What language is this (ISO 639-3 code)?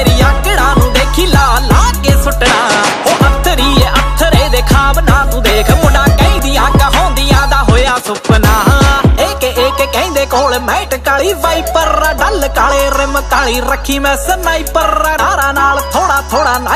pan